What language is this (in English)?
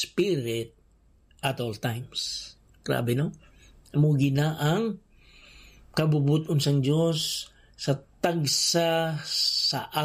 Hiligaynon